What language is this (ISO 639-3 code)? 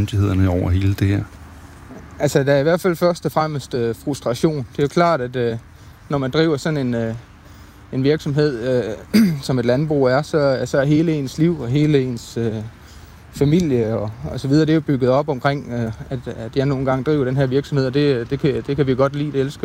dan